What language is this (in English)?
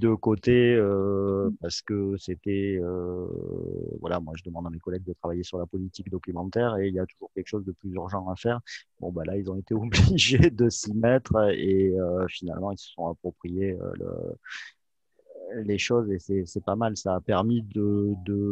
French